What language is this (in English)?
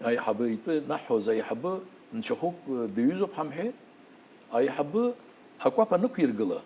Abkhazian